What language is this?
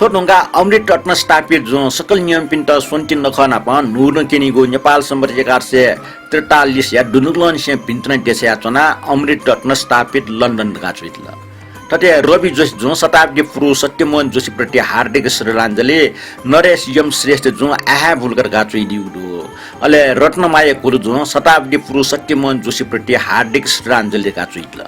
Newari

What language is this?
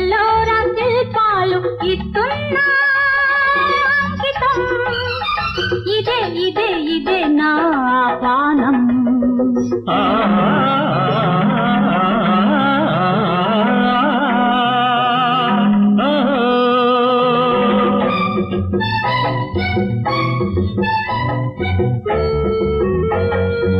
Telugu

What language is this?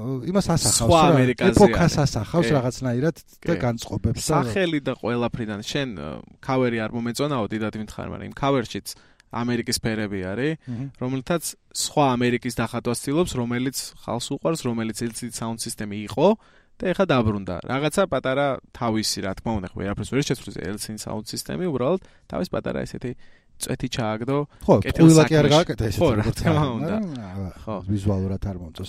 Georgian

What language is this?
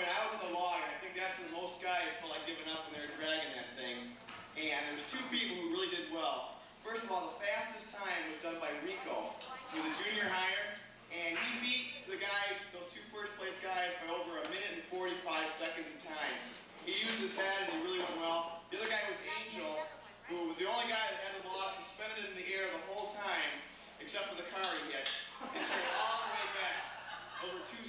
English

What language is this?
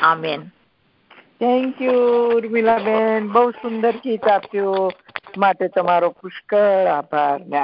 Gujarati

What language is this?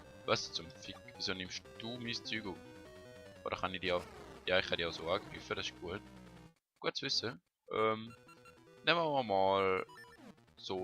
Swiss German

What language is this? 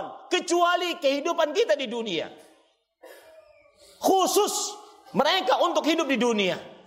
Indonesian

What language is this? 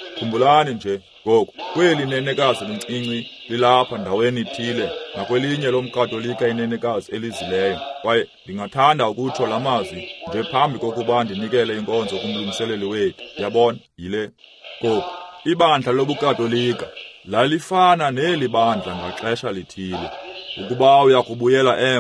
Xhosa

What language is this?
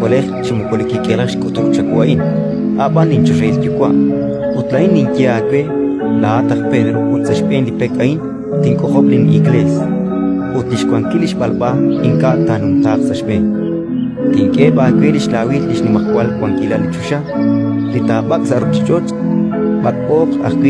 Kekchí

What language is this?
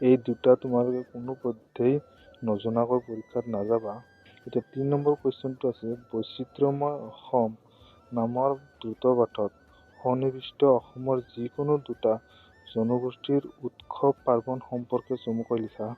Assamese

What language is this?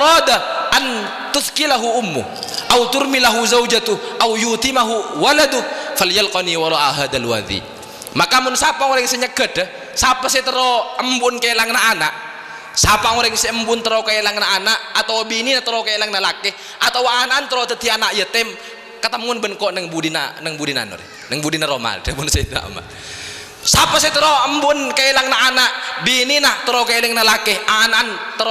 Madurese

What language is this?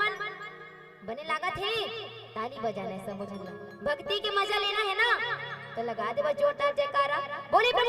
Chhattisgarhi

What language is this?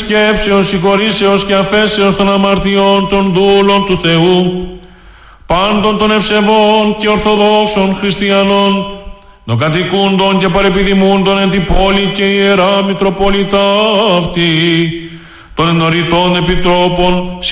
Greek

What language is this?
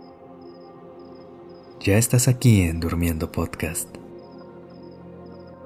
Spanish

